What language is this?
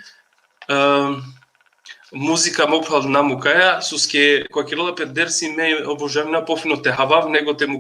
Balkan Romani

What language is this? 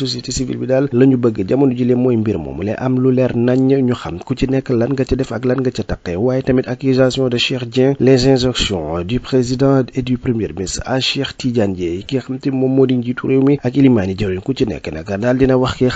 Wolof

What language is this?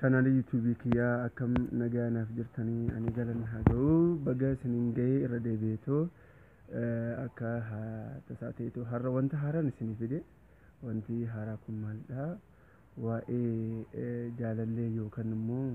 Oromo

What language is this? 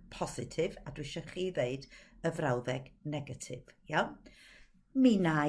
Welsh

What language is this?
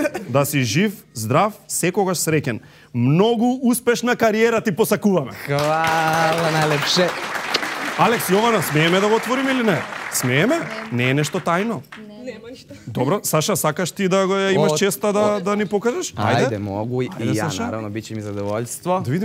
Macedonian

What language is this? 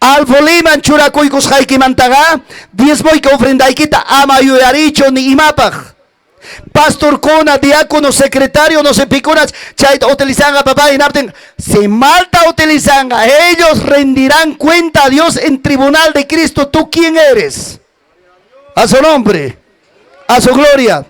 Ayacucho Quechua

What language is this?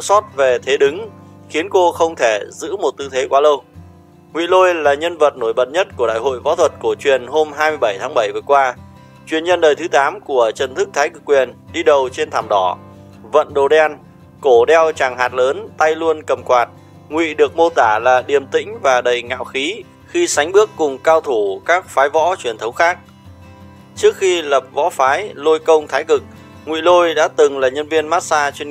Vietnamese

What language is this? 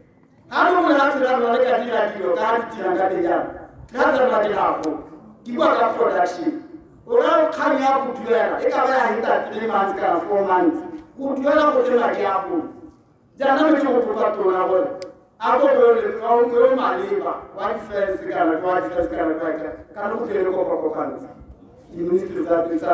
Tswana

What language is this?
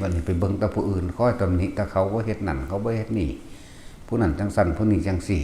Northeastern Thai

